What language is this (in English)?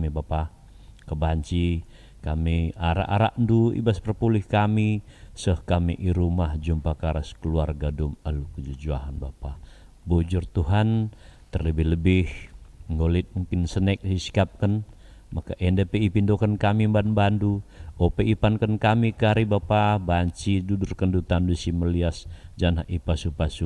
Batak Karo